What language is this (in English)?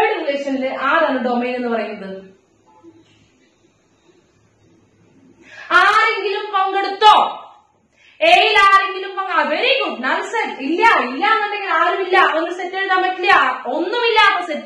Malayalam